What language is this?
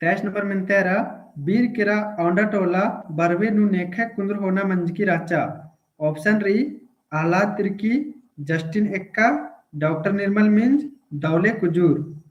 Kurukh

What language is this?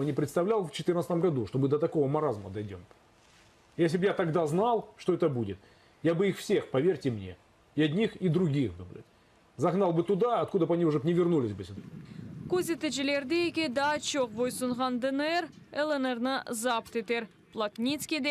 Crimean Tatar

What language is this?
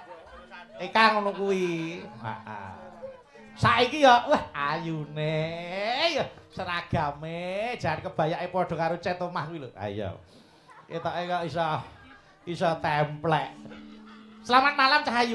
Javanese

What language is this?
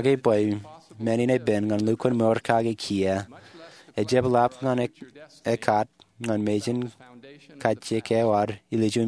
Marshallese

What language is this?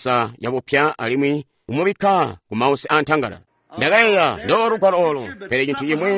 Tonga (Zambia)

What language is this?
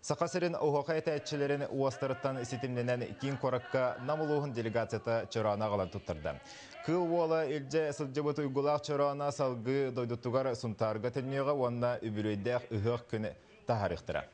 Yakut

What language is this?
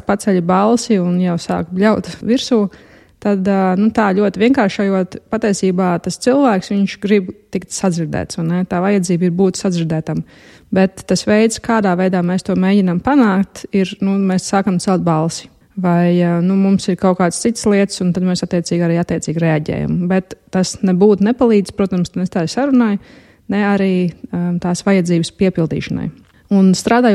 Latvian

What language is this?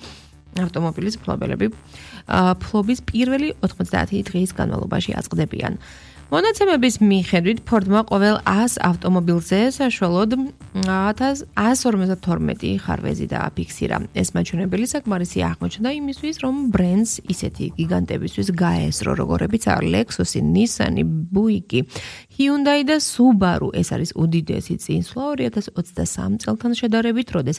Georgian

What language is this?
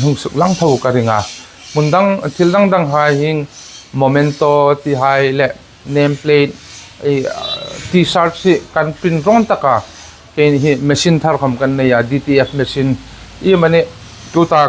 Hmar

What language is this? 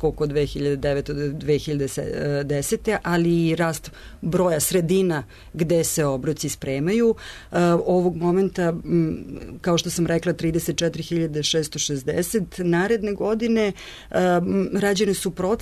Serbian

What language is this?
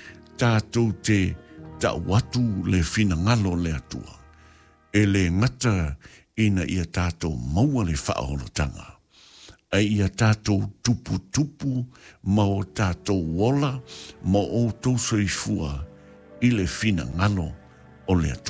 Samoan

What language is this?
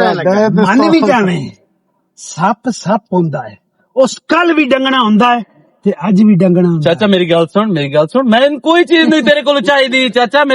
Western Panjabi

